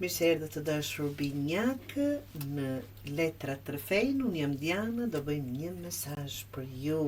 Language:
Albanian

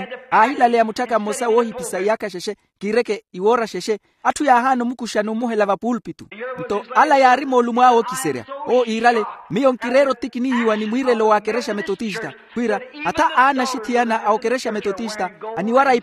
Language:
Makhuwa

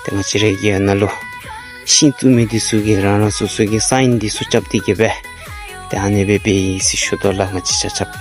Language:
Dzongkha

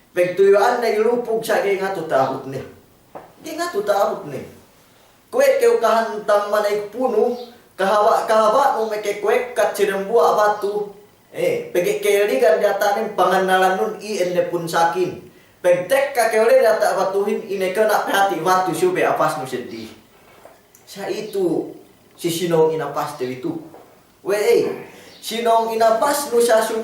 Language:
Yakan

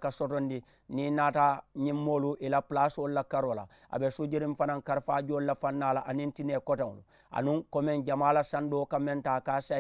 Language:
Mandingo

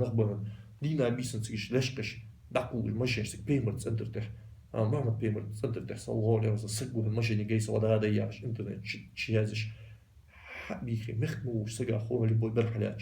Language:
Ingush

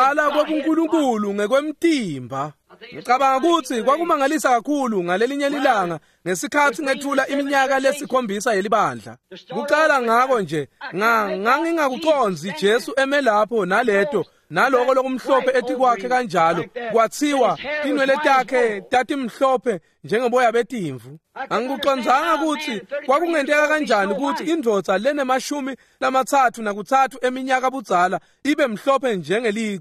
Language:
Swati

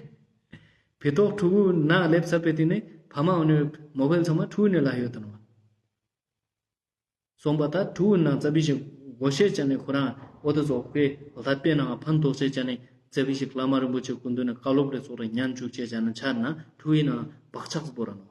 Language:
Ladakhi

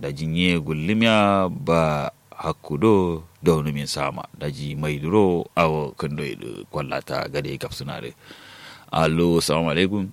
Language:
Kanuri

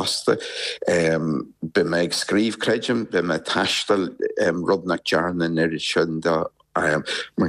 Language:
Irish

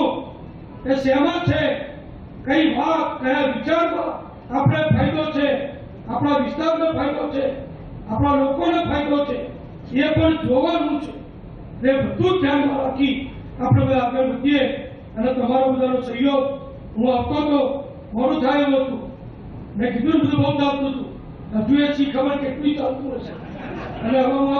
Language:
Gujarati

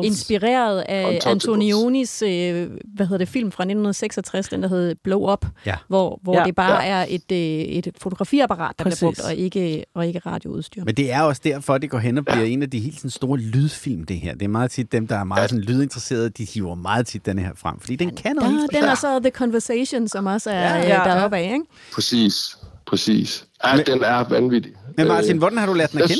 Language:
Danish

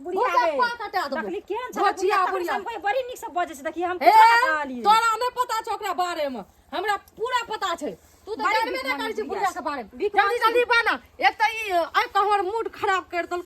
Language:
Maithili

